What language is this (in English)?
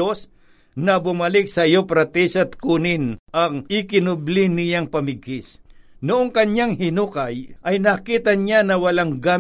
Filipino